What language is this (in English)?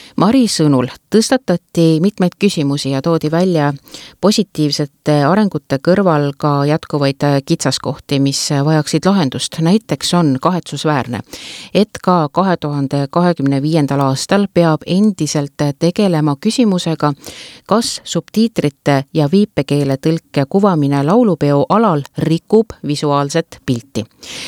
Estonian